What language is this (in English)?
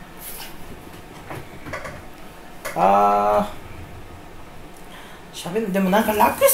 Japanese